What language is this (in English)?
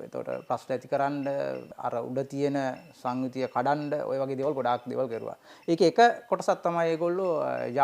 Sinhala